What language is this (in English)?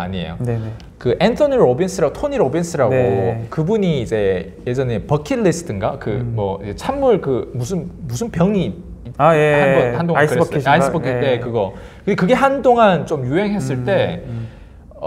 Korean